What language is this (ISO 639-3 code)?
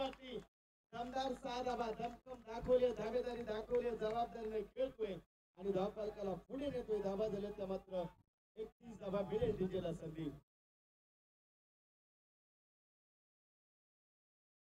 mar